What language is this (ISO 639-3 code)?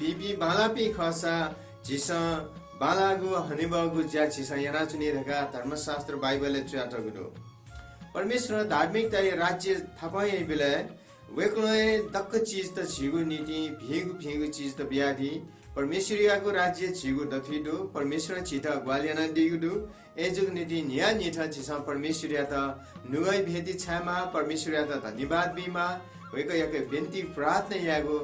new